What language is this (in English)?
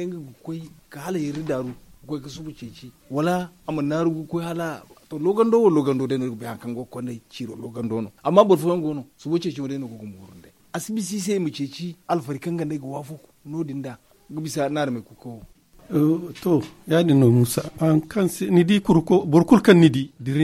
Zarma